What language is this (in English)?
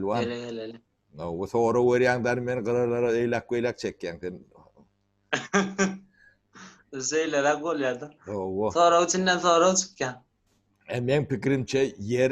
Turkmen